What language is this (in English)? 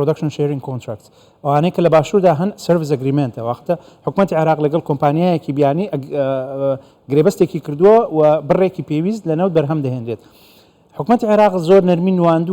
Central Kurdish